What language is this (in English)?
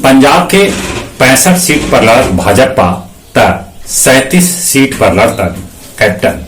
Magahi